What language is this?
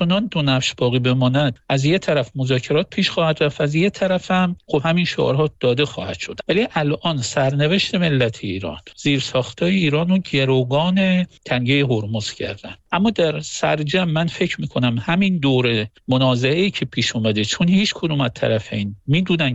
Persian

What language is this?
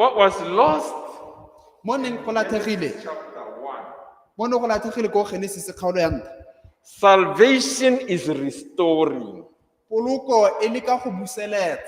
Tswana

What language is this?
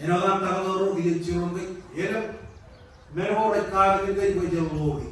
Marshallese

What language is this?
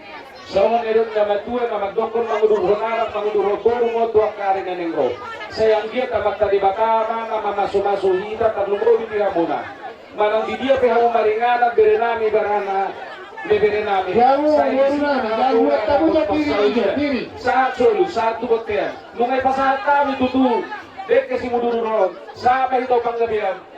Batak Toba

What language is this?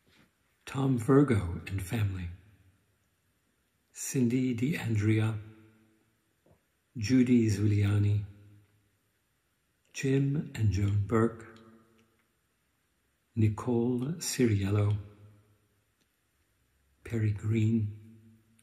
English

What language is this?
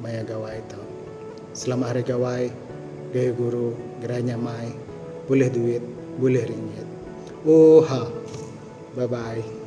Iban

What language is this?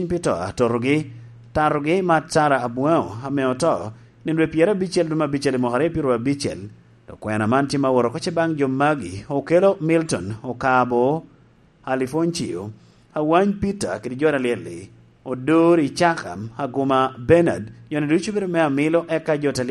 Lango (Uganda)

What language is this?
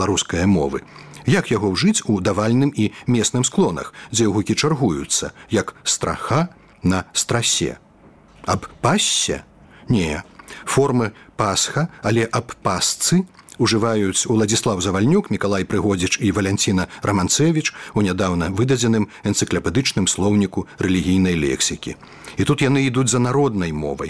Belarusian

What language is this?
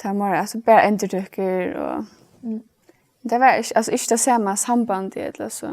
Faroese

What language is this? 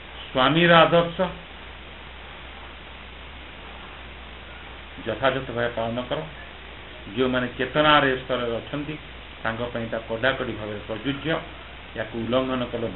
Odia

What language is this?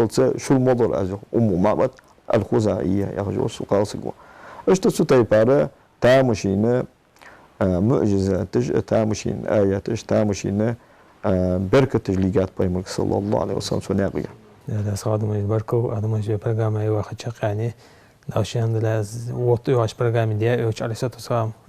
Ingush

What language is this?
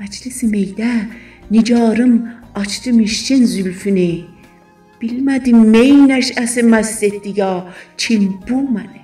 South Azerbaijani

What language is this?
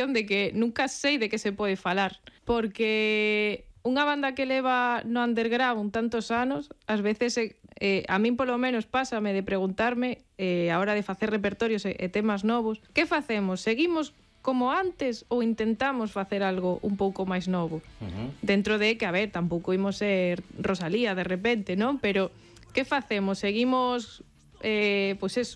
Galician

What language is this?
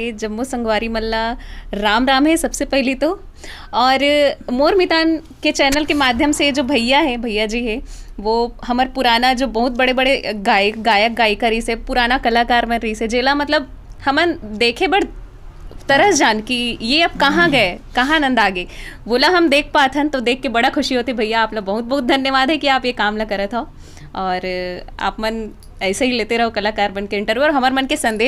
Chhattisgarhi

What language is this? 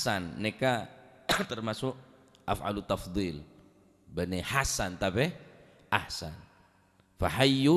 Madurese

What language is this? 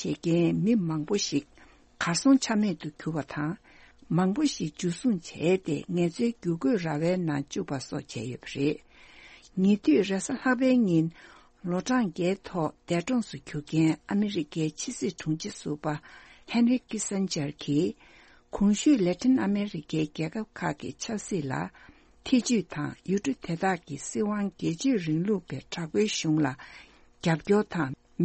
Tibetan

